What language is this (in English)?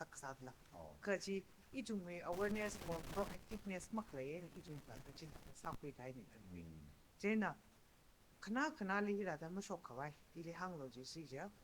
Tangkhul Naga (India)